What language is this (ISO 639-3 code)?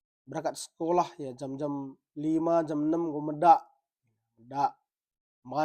btx